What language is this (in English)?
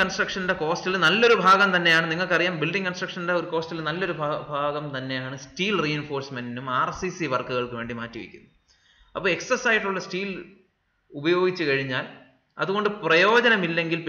Malayalam